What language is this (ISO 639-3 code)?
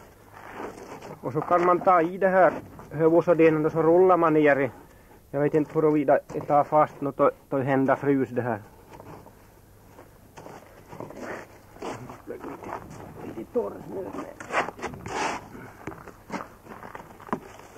swe